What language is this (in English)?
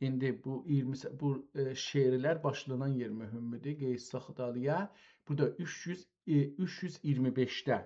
South Azerbaijani